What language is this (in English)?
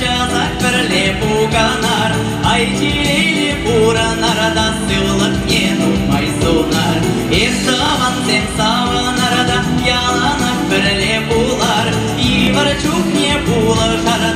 Chuvash